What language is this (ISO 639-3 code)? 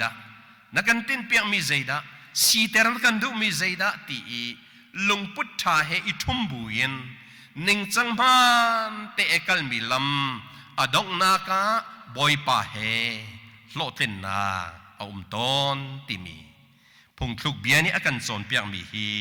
cnh